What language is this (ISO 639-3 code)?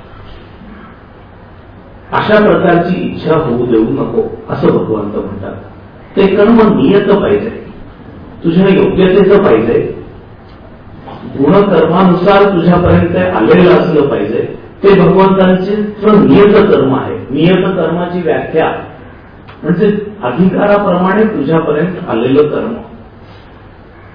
mar